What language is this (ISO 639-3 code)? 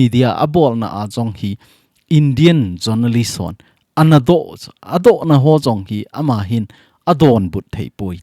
tcz